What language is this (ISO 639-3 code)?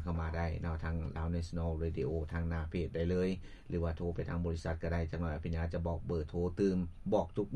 lao